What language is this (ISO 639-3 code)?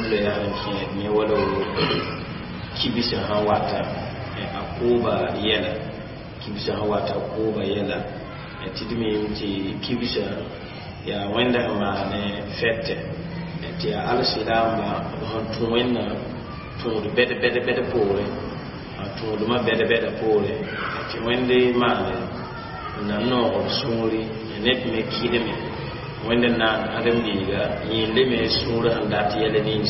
mos